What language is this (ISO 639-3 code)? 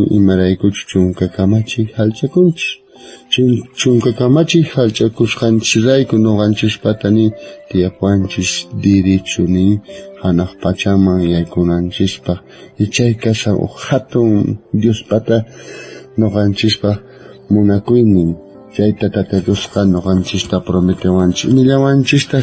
quh